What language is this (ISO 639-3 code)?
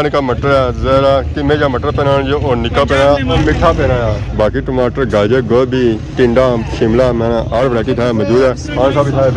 phr